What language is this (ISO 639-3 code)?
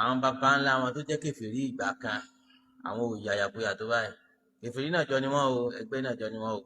yor